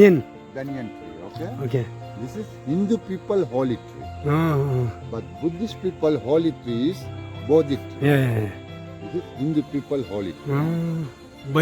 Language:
Tibetan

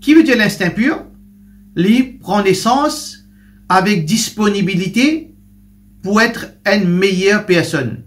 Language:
Morisyen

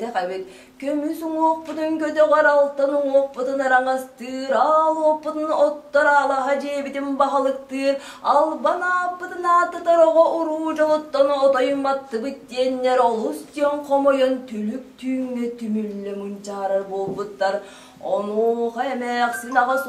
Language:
Yakut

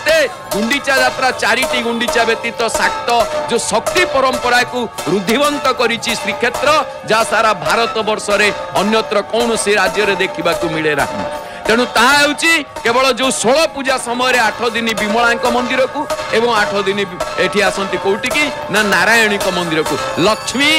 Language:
Odia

